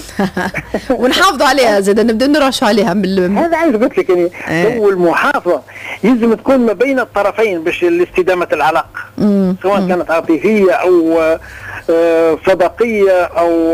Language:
Tunisian Arabic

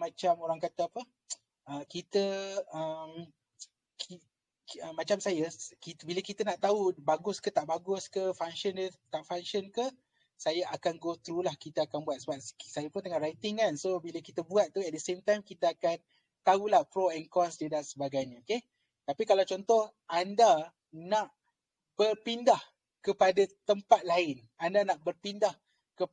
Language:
Malay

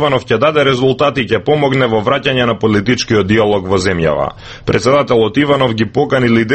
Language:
Macedonian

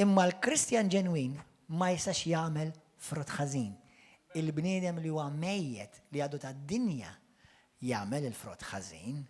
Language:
Maltese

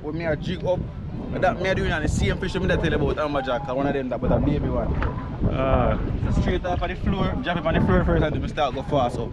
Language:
Jamaican Creole English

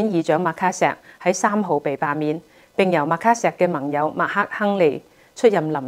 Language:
Cantonese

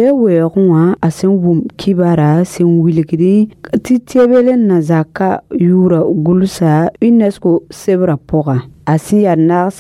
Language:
Mossi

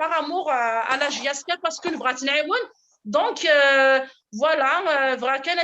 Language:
Kabyle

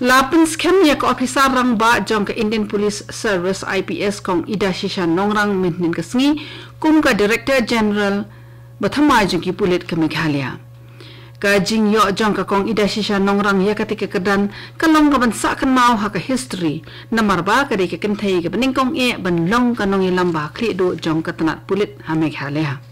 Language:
Khasi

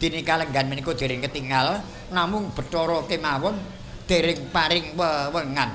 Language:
Javanese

